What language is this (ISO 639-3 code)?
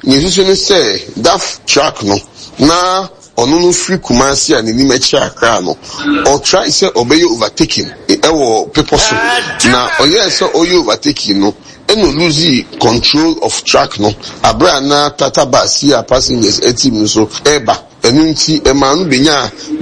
aka